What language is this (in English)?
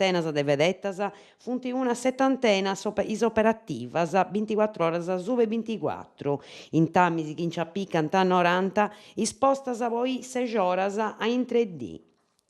Sardinian